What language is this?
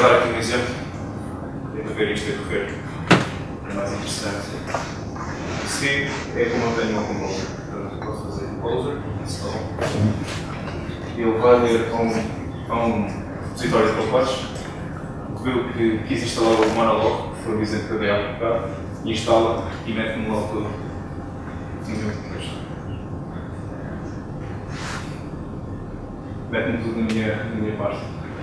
Portuguese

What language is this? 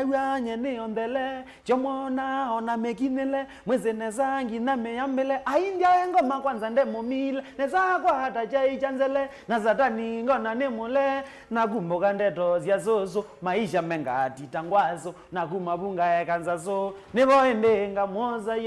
Kamba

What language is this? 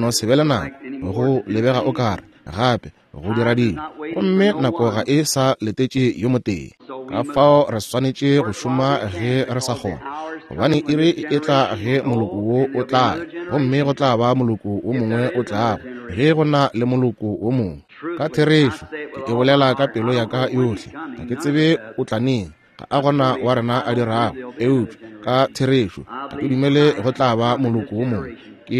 Northern Sotho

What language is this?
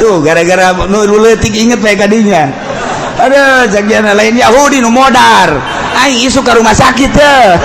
Sundanese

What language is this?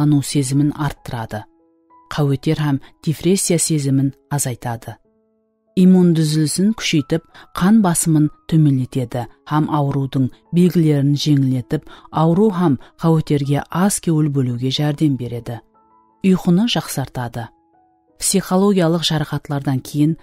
Kara-Kalpak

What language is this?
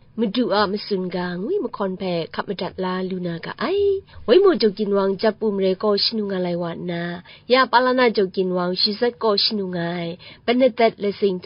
Kachin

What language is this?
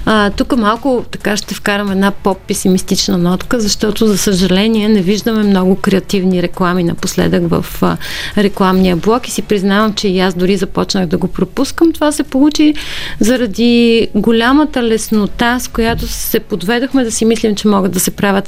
Bulgarian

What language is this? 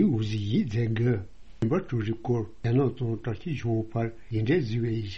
Tibetan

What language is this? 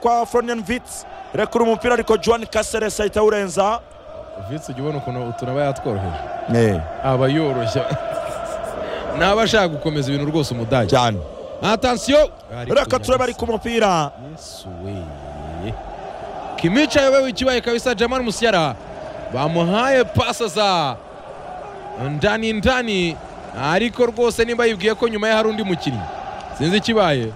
Kinyarwanda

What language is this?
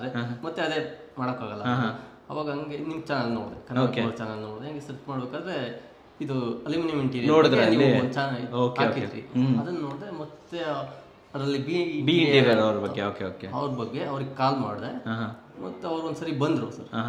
Kannada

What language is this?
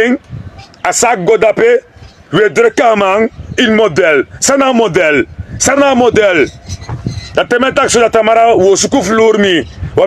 Sranan Tongo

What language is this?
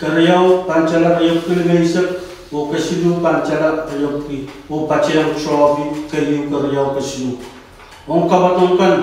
Pohnpeian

